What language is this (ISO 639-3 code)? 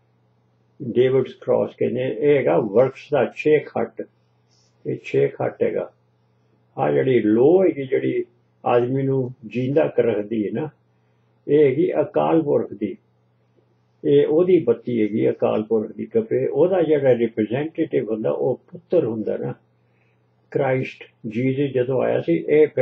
pan